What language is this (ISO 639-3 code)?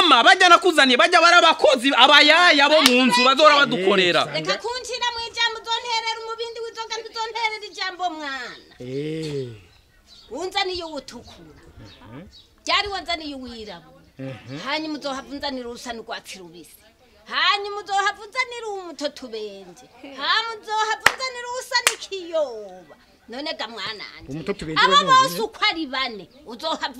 run